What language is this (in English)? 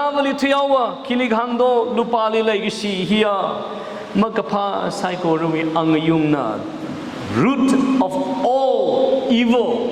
Tangkhul Naga (India)